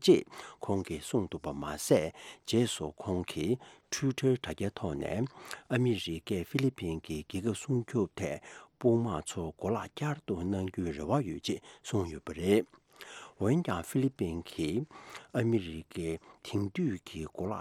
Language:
Tibetan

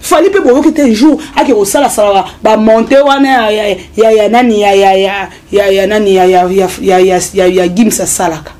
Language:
Lingala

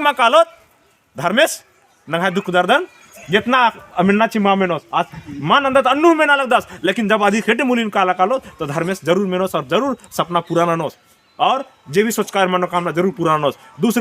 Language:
Kurukh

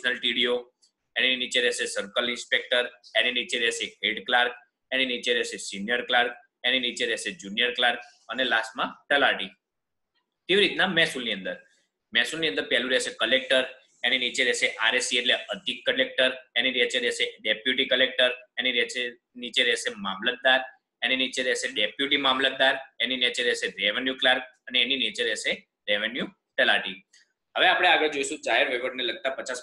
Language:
Gujarati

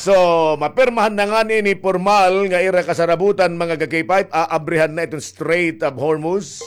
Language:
Waray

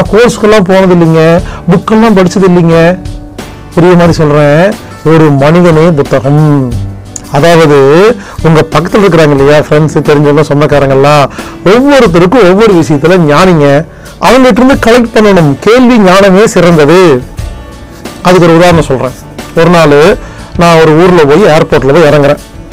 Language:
Tamil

